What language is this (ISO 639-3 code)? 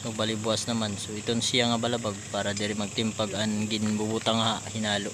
war